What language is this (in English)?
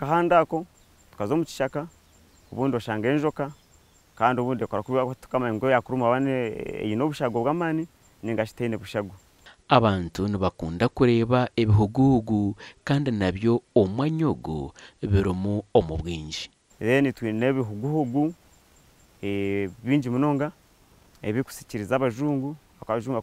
Nyankole